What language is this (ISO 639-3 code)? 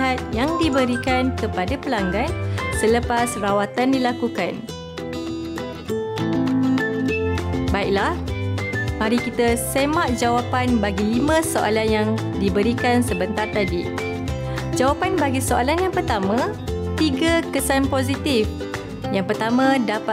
msa